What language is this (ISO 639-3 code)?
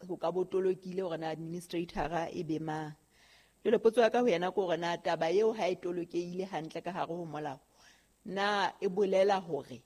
sot